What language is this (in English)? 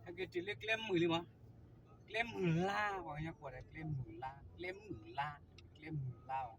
S'gaw Karen